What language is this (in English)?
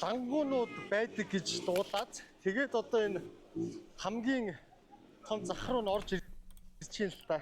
Mongolian